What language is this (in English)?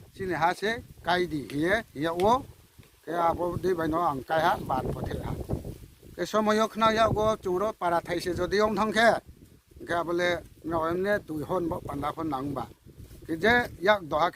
Riang (India)